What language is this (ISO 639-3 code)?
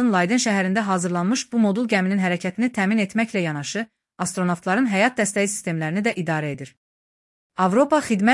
aze